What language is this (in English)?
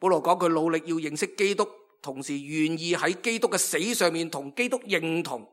Cantonese